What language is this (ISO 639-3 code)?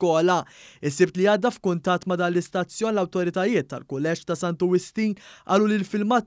mlt